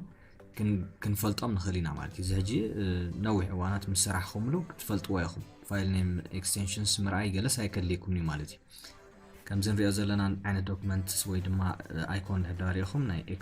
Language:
Tigrinya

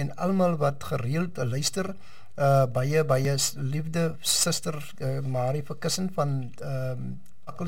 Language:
Afrikaans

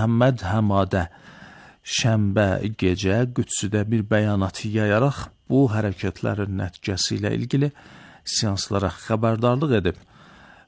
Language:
Azerbaijani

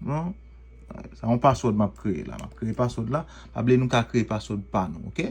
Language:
Haitian Creole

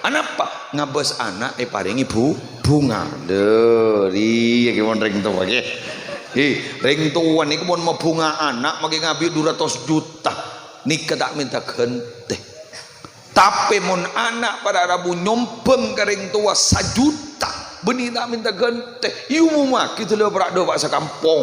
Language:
Madurese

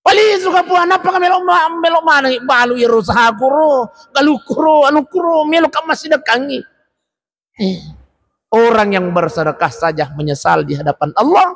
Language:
Buginese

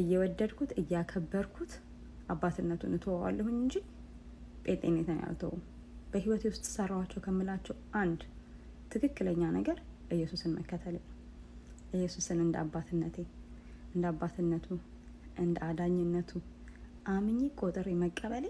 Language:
Amharic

